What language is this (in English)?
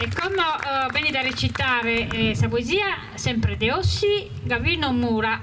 Sardinian